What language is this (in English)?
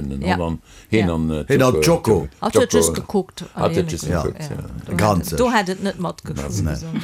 Luxembourgish